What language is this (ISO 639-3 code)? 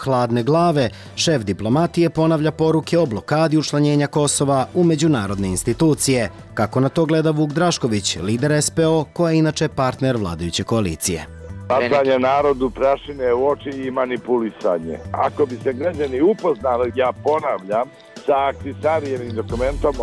srp